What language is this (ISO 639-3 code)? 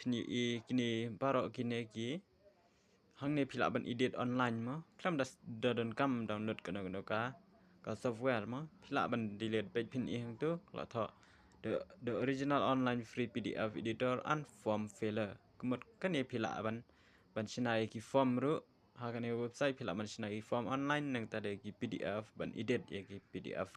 kha